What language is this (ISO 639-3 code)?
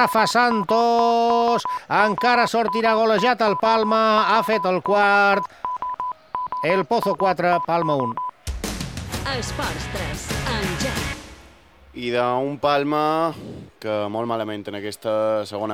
cat